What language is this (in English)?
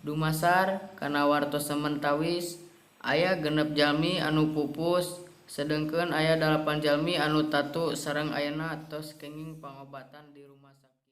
Sundanese